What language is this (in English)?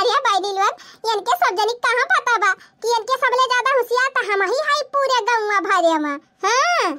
Awadhi